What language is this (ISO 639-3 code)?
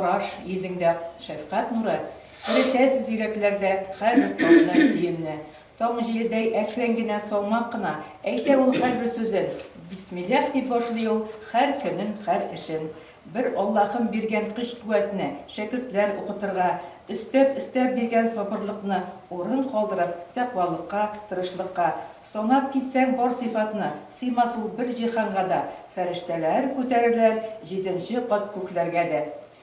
tat